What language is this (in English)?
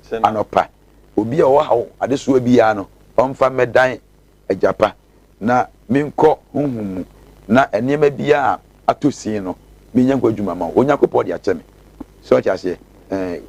Akan